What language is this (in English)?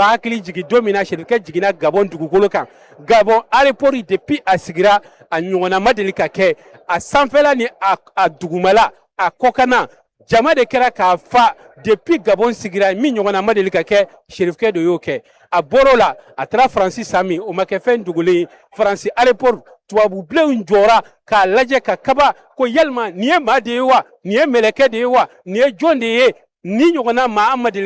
Bambara